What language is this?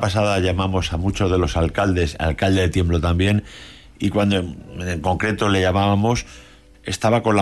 Spanish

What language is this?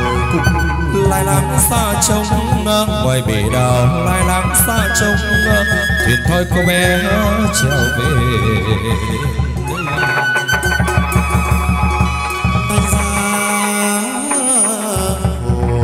Vietnamese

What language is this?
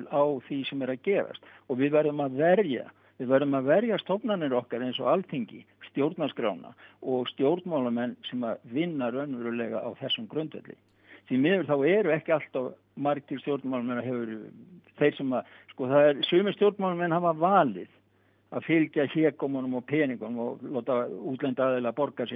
Icelandic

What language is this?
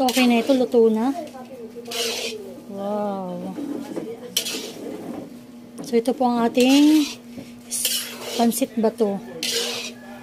Filipino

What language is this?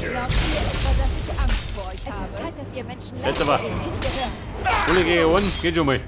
Bavarian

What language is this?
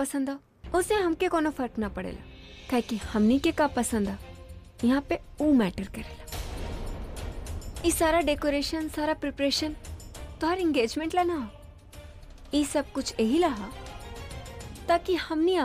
Bhojpuri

